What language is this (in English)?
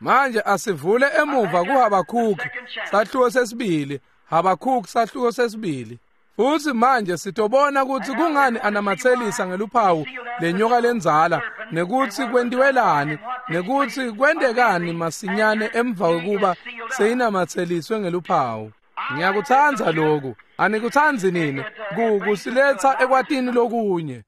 Swati